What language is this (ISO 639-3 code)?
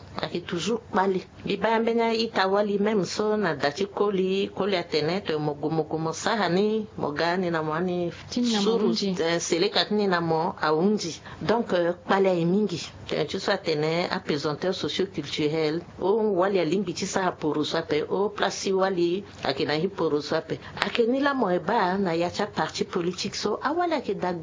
sag